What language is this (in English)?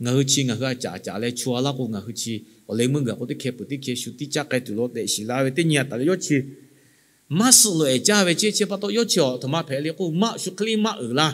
Lahu